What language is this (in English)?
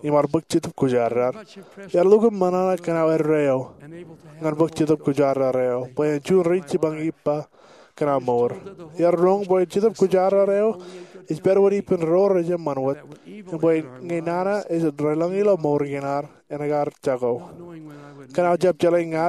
Marshallese